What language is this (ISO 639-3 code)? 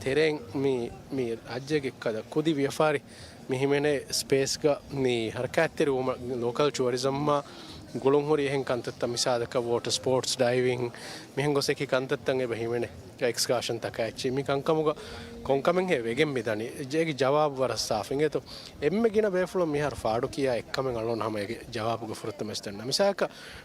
div